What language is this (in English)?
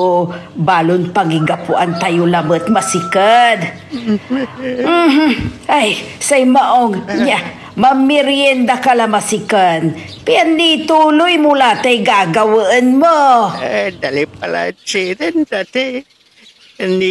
Pangasinan